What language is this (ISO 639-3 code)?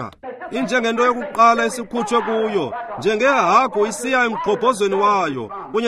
xho